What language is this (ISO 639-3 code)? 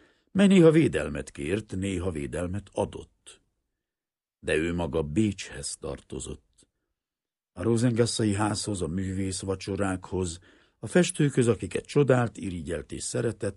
hun